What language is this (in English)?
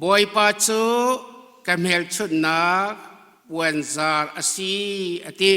Hakha Chin